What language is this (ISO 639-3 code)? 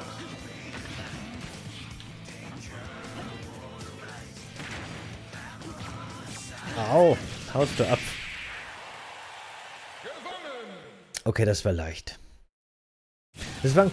deu